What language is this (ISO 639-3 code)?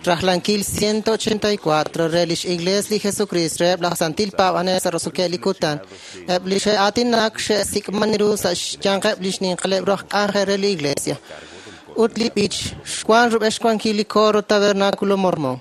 kek